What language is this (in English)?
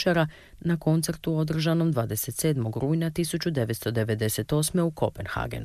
Croatian